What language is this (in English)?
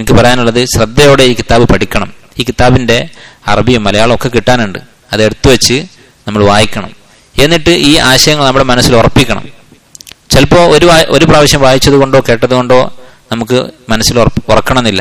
Malayalam